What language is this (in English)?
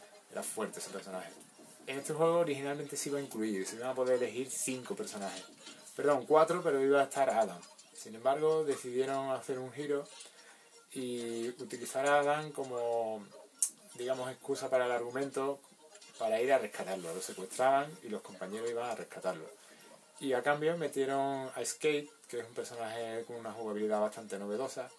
Spanish